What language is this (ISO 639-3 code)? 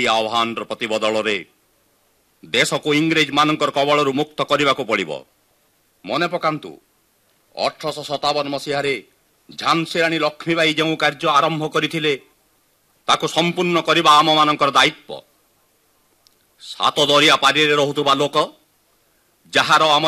ori